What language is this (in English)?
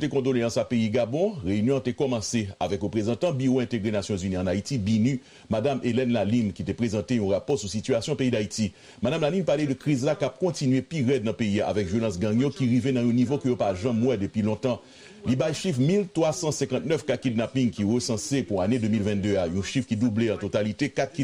Haitian Creole